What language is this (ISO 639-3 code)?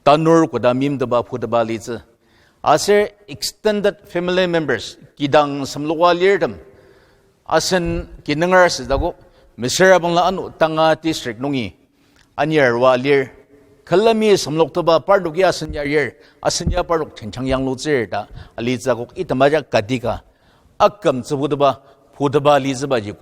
njo